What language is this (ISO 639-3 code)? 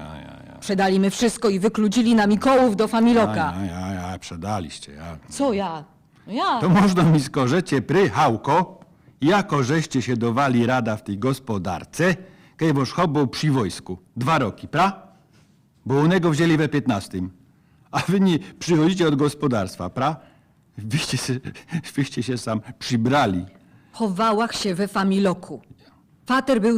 szl